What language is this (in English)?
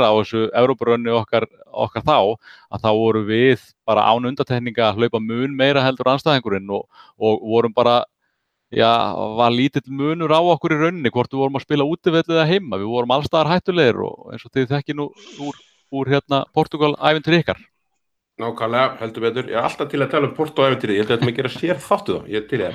Icelandic